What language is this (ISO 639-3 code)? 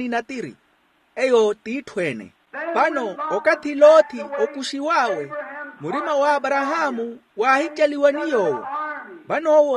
vmw